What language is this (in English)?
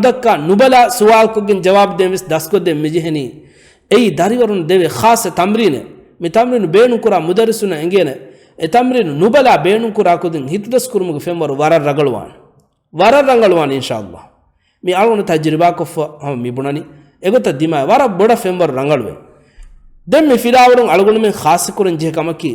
Divehi